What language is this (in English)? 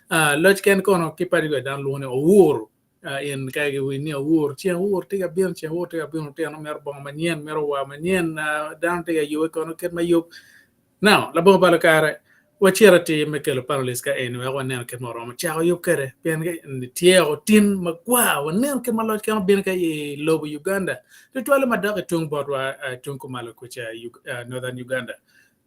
Acoli